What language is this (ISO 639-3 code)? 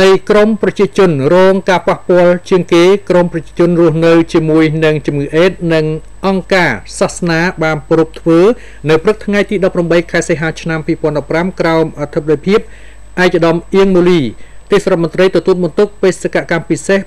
khm